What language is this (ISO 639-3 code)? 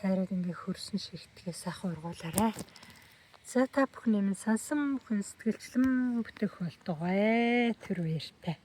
mon